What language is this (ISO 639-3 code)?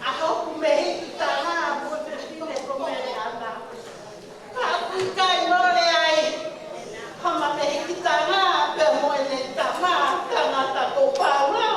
ton